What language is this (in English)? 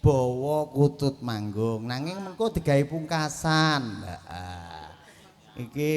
Javanese